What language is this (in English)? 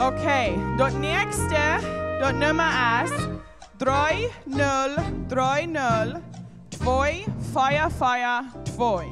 Plautdietsch